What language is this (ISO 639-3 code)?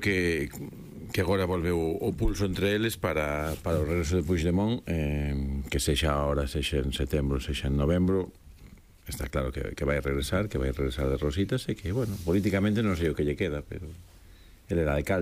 glg